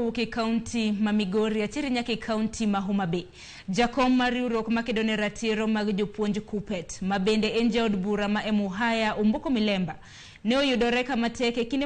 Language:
Luo (Kenya and Tanzania)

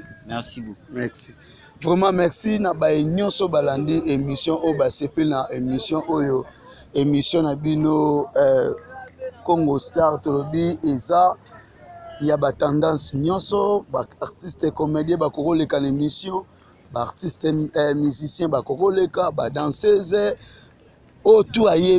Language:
Lingala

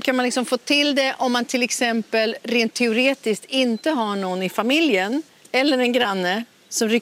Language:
Swedish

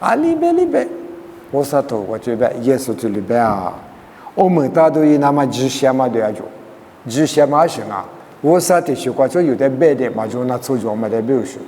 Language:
Lisu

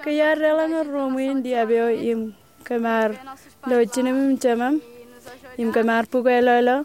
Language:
Marshallese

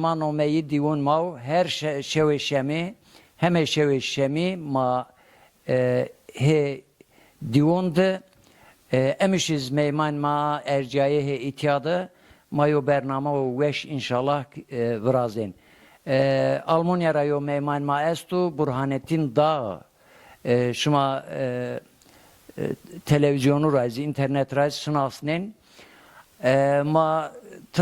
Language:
Zaza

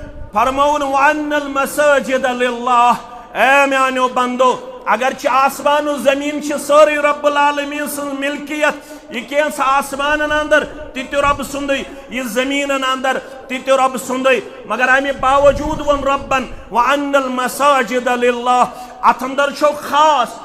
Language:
Kashmiri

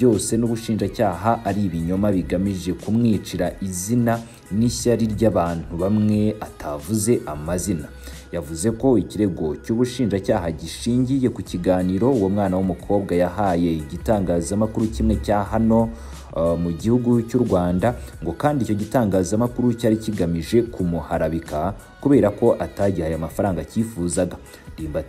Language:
Kinyarwanda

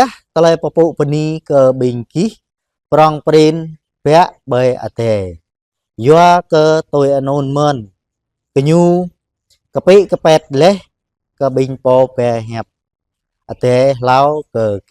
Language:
Jarai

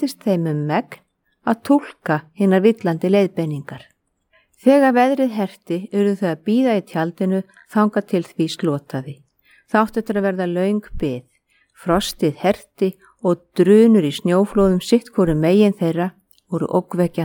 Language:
Icelandic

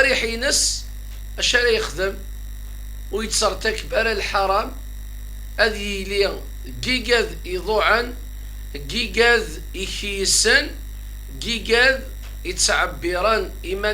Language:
Kabyle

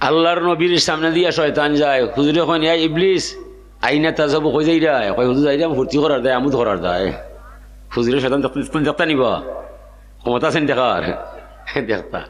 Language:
Sylheti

